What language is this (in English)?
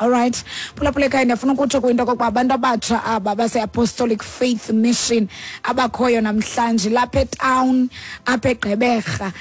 Xhosa